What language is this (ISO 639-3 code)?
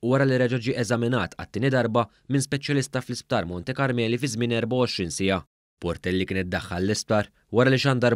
mlt